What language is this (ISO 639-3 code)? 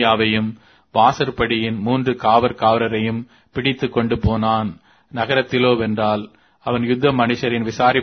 tam